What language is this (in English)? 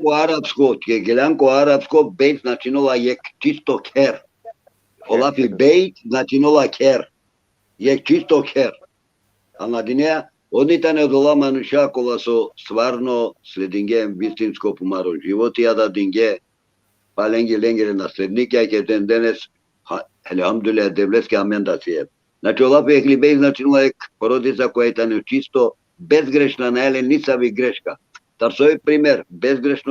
Balkan Romani